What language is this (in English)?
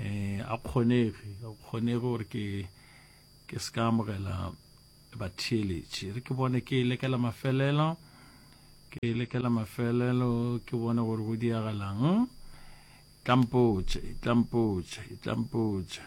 Northern Sotho